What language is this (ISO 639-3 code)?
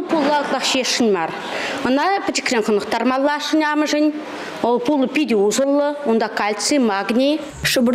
chv